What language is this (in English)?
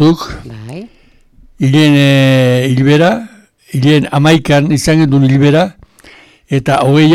Basque